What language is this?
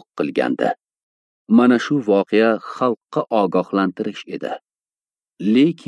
Uzbek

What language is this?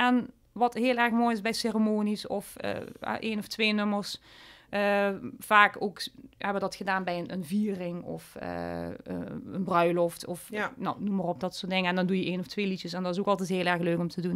Dutch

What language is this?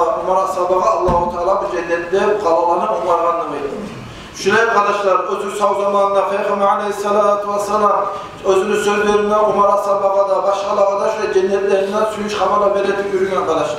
Kumyk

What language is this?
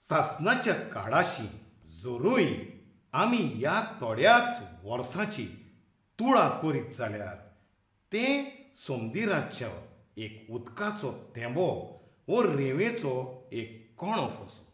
Konkani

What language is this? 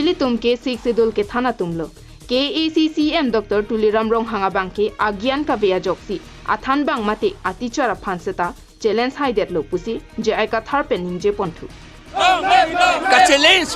Karbi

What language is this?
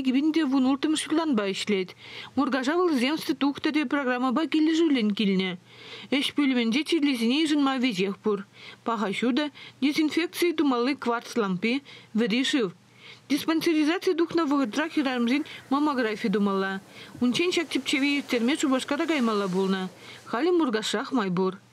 Chuvash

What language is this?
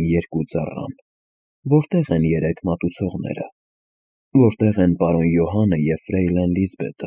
Armenian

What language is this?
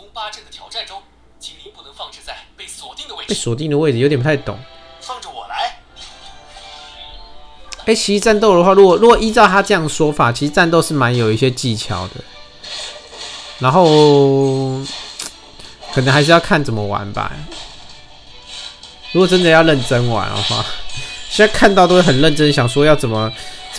Chinese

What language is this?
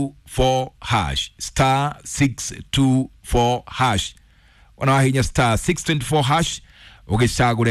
Kikuyu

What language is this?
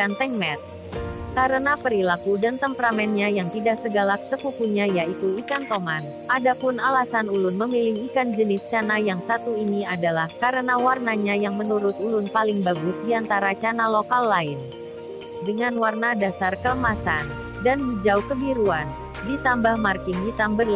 Banjar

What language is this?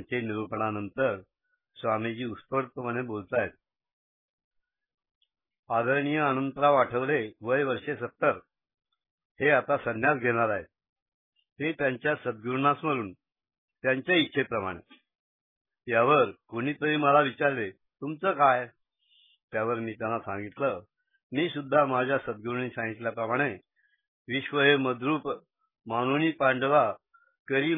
Marathi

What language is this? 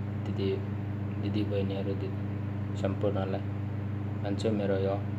Nepali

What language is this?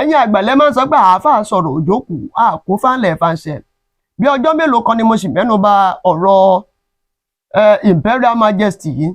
Yoruba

